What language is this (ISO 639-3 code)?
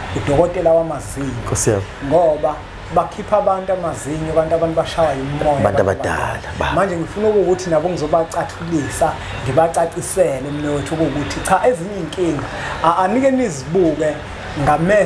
zul